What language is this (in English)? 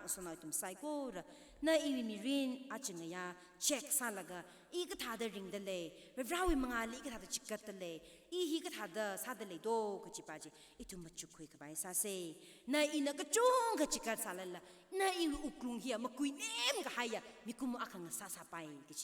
Tangkhul Naga (India)